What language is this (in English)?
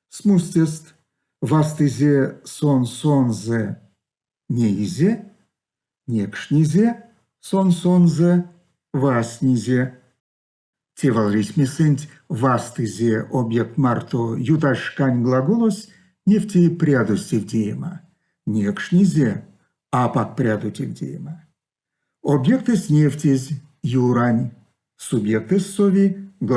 Erzya